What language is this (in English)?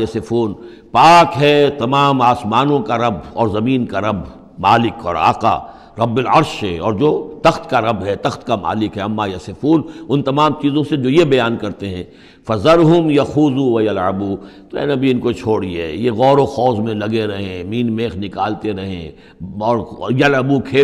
Urdu